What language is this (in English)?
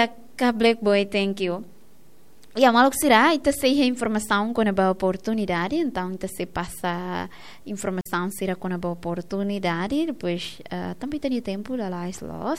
Tetum